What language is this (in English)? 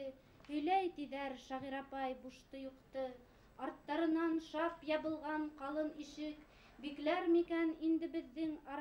Bashkir